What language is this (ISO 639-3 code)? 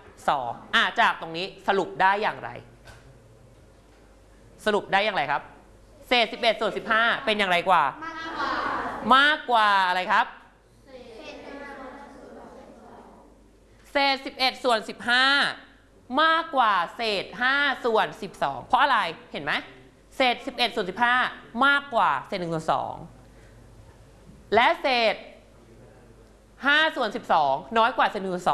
tha